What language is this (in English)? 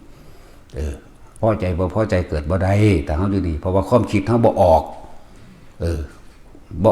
Lao